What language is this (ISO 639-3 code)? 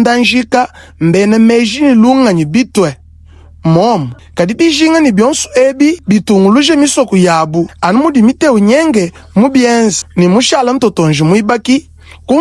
lua